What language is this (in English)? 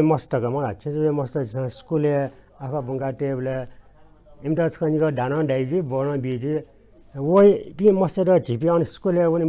Newari